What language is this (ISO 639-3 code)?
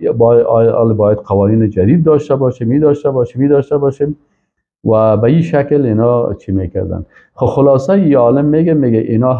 fas